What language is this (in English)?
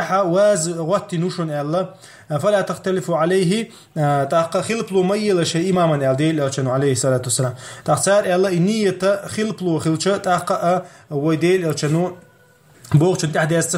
Chechen